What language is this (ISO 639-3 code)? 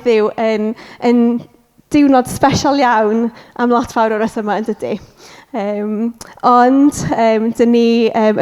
cym